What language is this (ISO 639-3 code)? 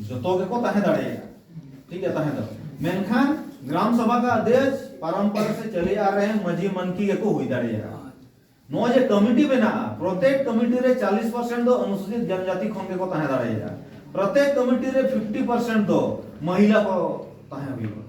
sat